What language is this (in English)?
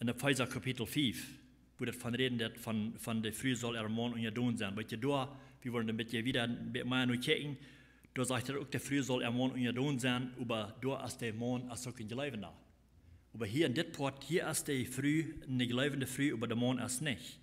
Plautdietsch